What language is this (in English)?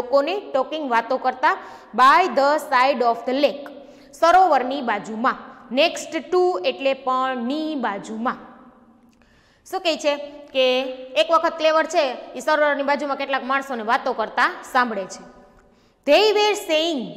Gujarati